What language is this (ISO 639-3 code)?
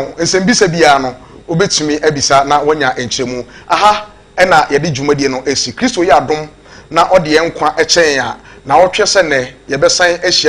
aka